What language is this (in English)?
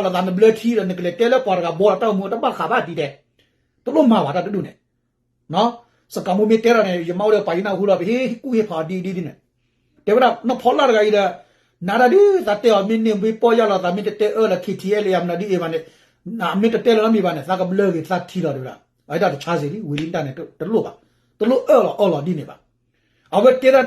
S'gaw Karen